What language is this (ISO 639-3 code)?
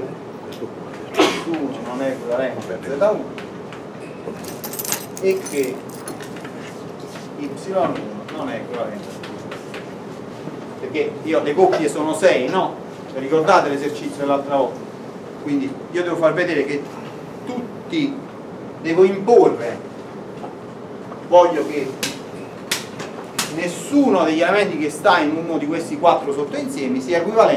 ita